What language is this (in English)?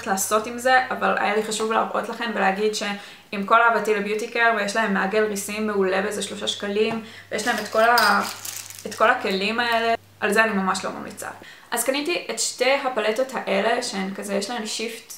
Hebrew